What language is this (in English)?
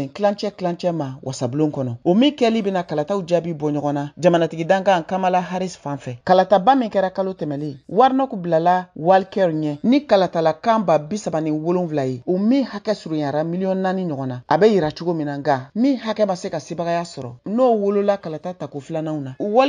Bambara